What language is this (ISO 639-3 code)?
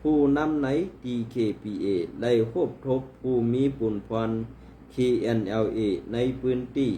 shn